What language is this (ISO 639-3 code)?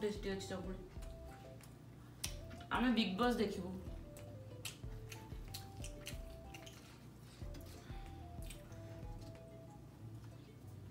ori